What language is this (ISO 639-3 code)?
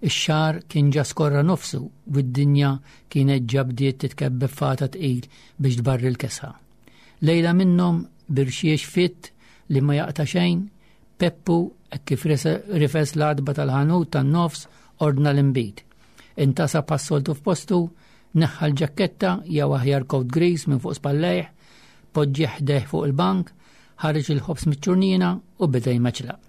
mlt